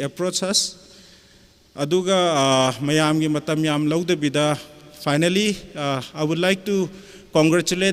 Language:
Tangkhul Naga (India)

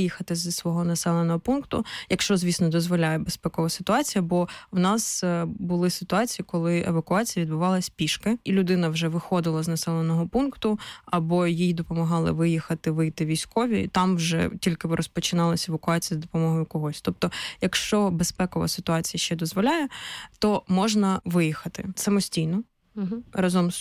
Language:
Ukrainian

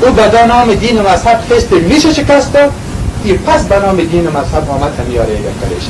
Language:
Persian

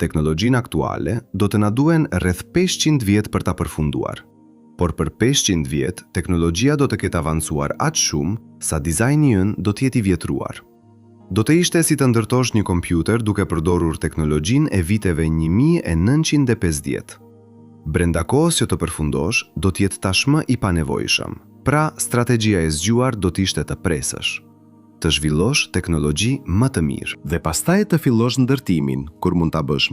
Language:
Albanian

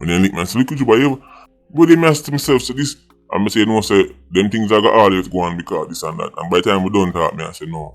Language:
Jamaican Creole English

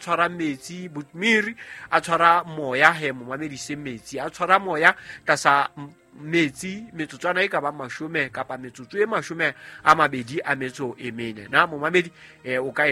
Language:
Southern Sotho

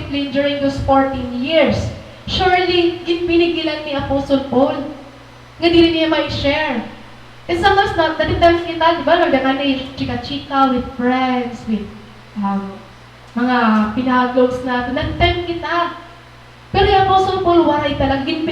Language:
Waray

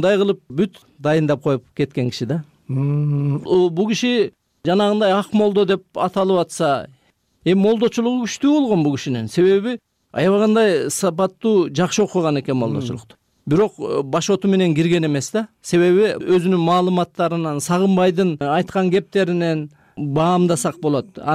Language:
Kyrgyz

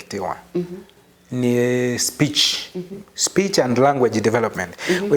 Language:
Kamba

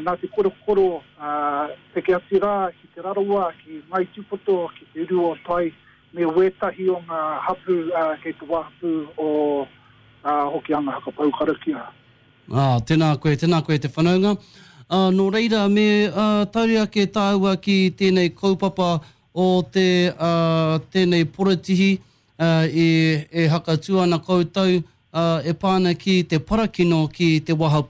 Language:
Māori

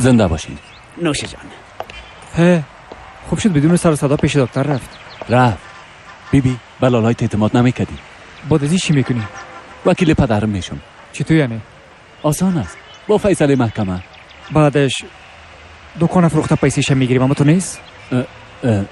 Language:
Persian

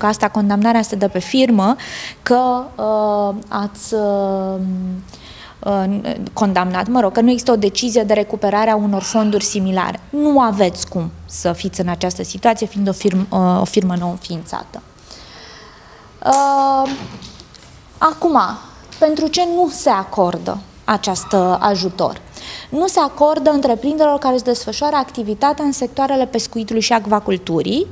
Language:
Romanian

